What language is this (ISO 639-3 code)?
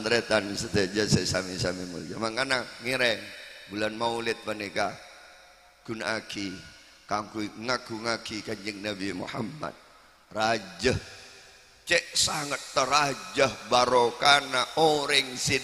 mad